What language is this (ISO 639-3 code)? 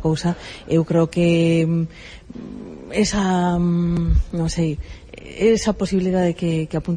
glg